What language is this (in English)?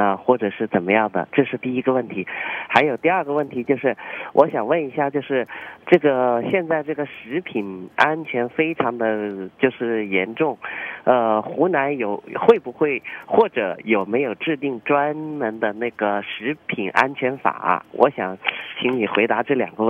Chinese